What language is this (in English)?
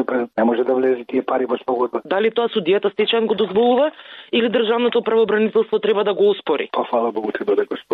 Macedonian